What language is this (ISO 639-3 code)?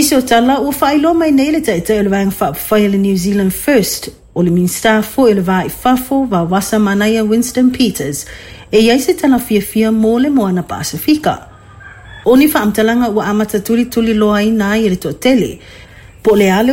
smo